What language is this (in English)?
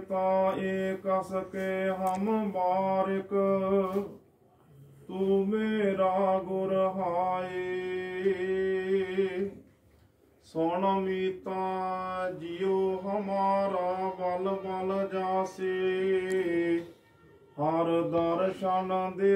Punjabi